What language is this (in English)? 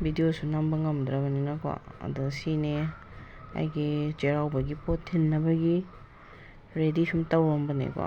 Manipuri